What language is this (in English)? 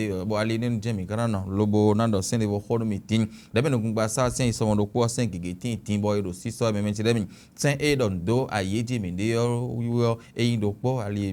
Fon